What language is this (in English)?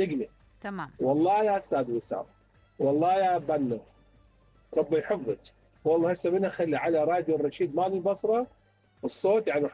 Mesopotamian Arabic